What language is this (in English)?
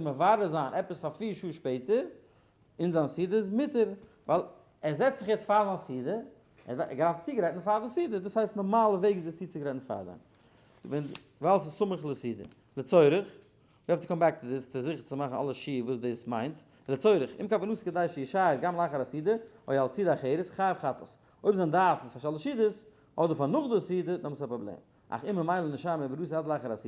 Yiddish